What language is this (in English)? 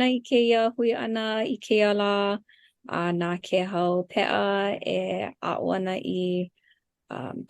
Hawaiian